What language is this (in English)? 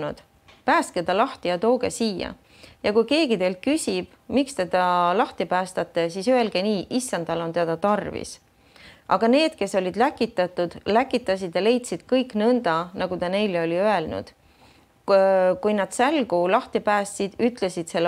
Estonian